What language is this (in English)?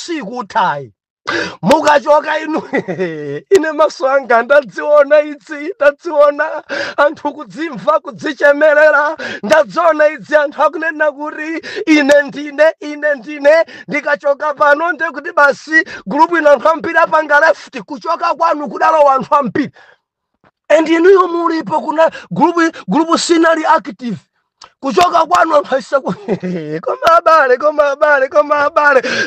Nyanja